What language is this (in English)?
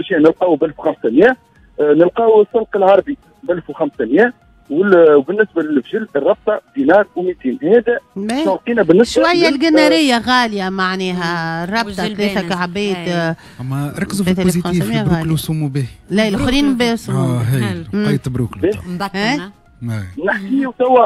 Tunisian Arabic